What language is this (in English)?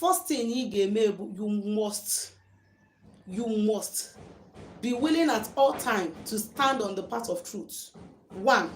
Igbo